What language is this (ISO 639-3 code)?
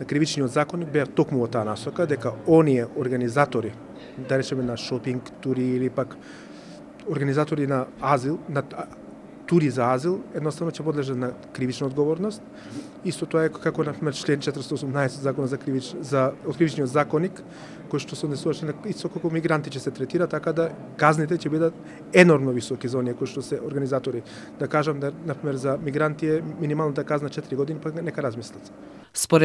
mkd